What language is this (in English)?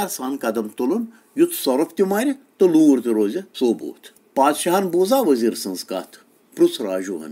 Kashmiri